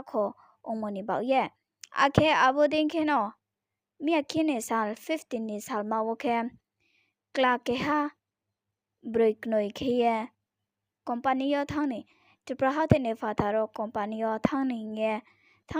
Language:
Riang (India)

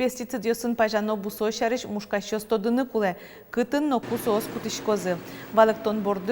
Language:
Udmurt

